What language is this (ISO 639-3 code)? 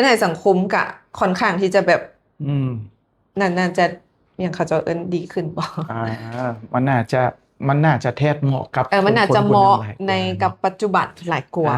lao